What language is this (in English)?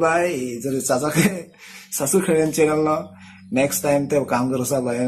Kok Borok